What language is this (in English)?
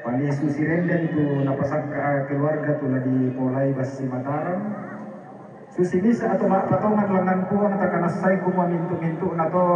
Toraja-Sa'dan